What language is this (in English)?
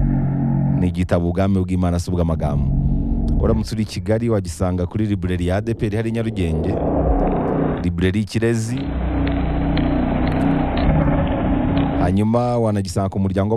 Kinyarwanda